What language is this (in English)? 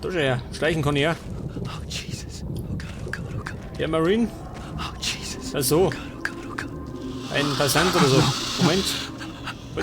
Bavarian